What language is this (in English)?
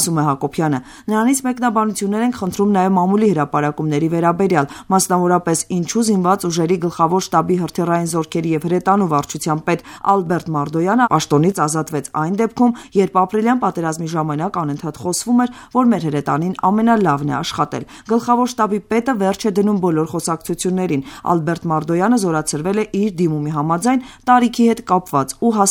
Armenian